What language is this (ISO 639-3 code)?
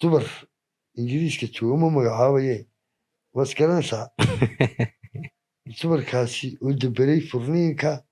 som